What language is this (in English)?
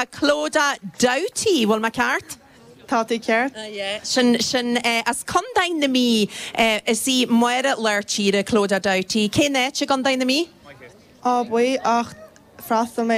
Irish